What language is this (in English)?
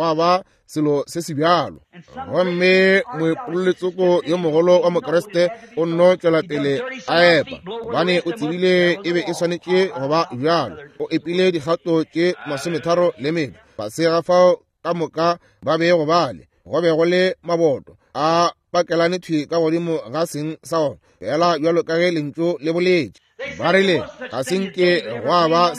Northern Sotho